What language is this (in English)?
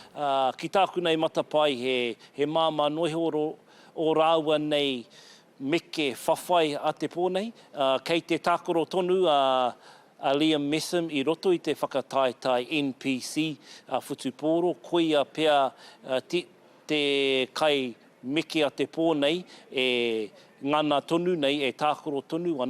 Māori